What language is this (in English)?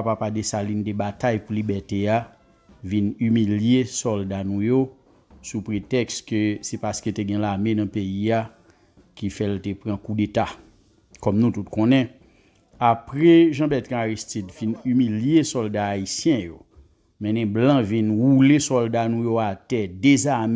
Haitian Creole